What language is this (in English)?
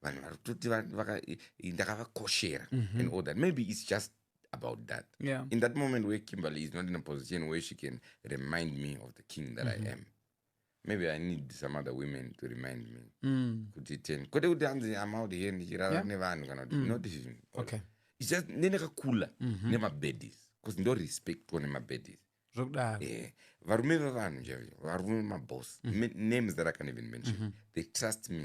Shona